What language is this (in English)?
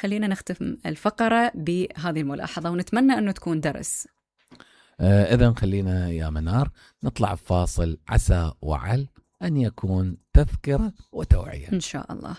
Mesopotamian Arabic